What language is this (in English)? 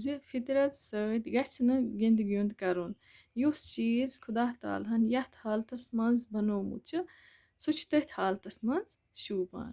Kashmiri